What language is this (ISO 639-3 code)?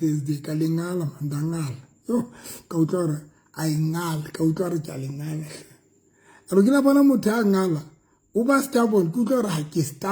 sot